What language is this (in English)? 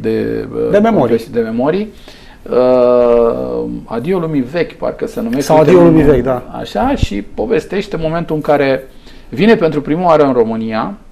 Romanian